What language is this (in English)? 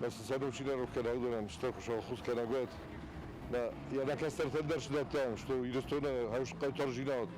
Ossetic